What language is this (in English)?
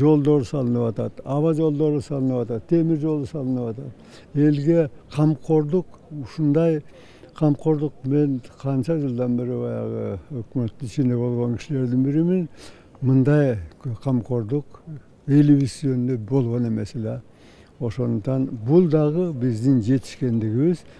Kyrgyz